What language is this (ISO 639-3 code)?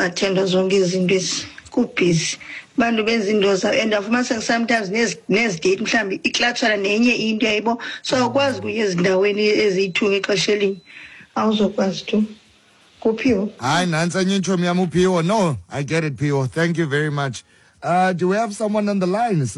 xho